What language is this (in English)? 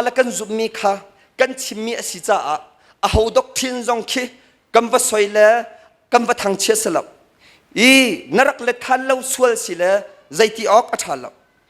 Hakha Chin